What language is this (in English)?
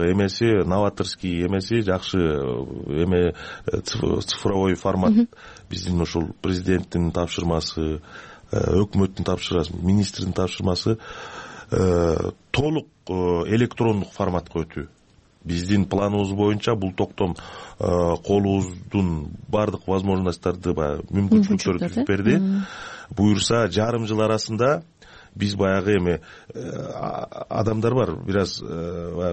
Kyrgyz